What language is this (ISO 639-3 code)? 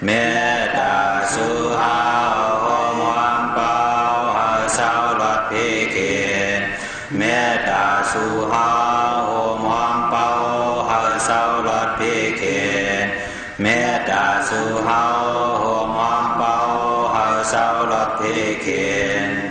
shn